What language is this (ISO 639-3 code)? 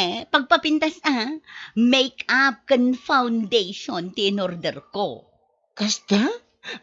ilo